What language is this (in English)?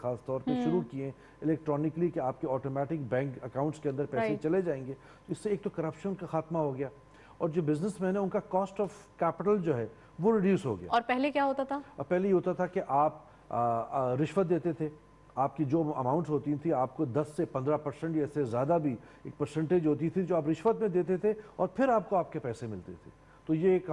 Urdu